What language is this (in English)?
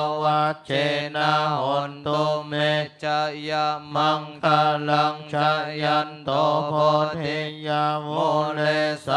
Pali